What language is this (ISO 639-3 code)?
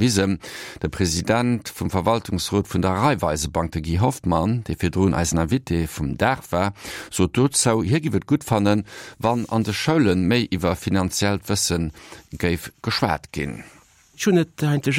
ltz